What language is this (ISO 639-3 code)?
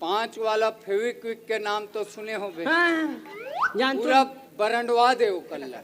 hne